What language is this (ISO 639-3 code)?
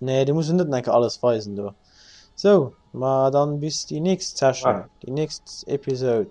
ltz